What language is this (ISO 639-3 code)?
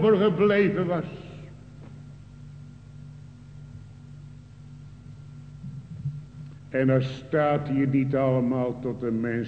nld